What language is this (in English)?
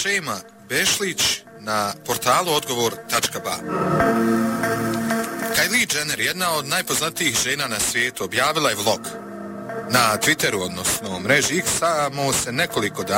Bosnian